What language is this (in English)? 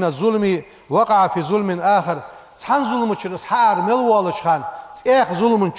Ingush